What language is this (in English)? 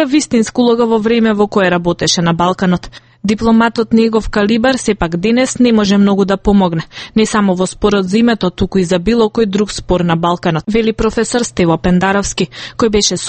Macedonian